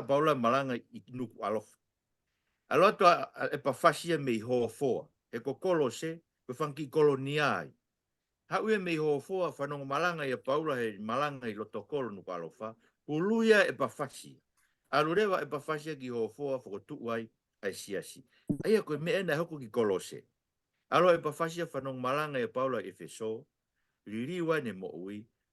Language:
Tongan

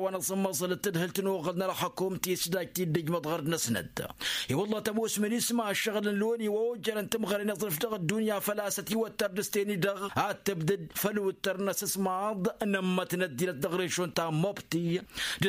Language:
Tamasheq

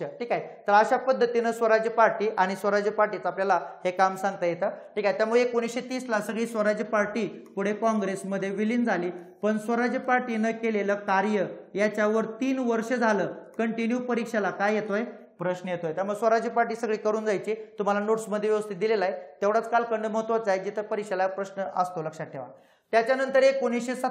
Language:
Marathi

